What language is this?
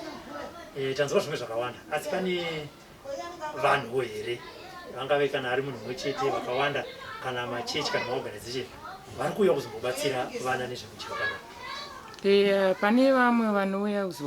Shona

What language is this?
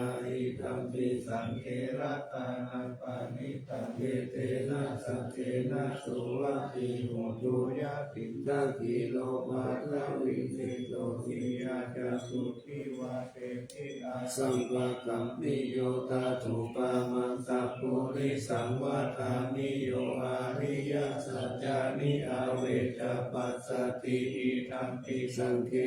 Pali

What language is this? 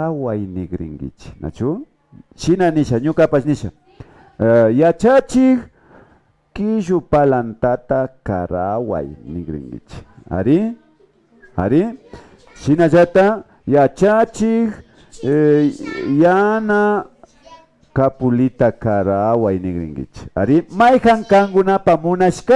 Imbabura Highland Quichua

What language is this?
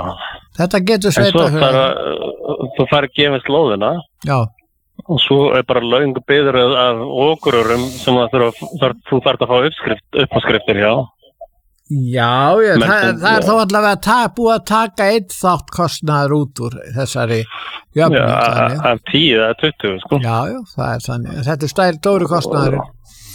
Icelandic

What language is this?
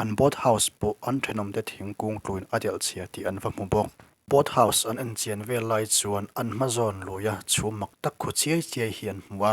Mizo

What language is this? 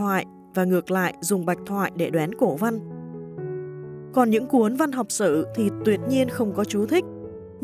Vietnamese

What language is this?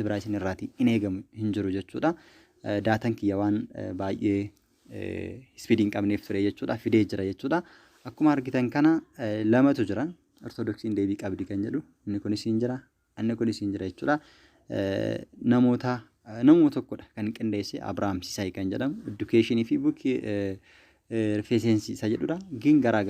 Oromo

